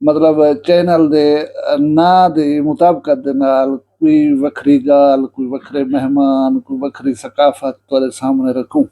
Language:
Saraiki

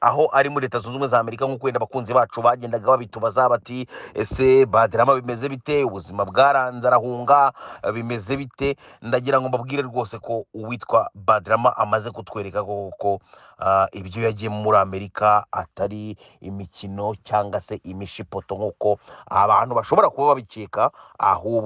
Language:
Kinyarwanda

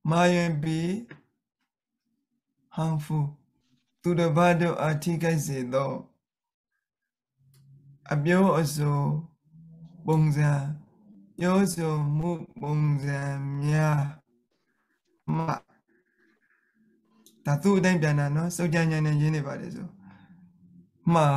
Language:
Burmese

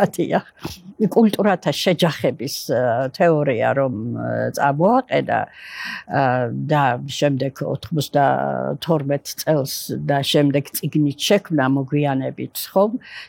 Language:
Georgian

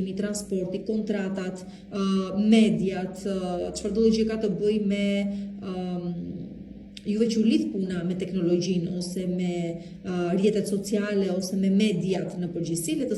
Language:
Albanian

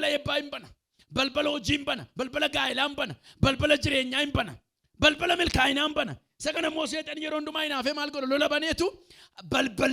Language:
Oromo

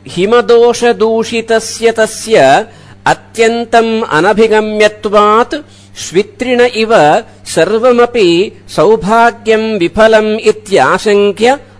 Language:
Sanskrit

